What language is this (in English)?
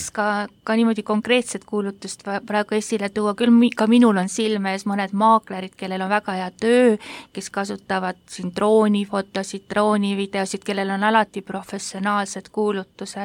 Estonian